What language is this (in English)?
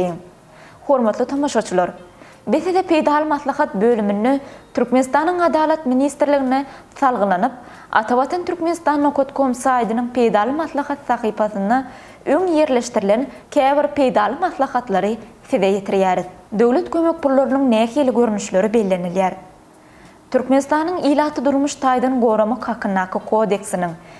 Turkmen